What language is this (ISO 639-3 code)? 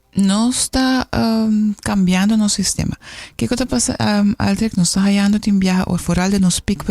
pap